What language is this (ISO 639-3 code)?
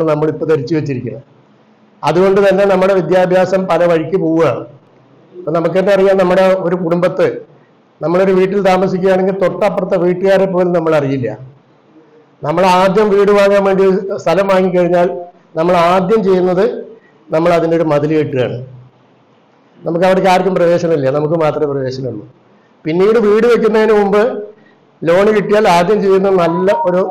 mal